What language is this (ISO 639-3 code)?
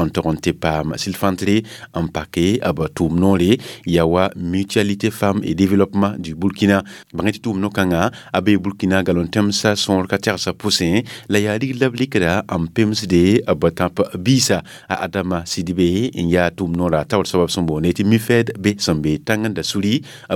mos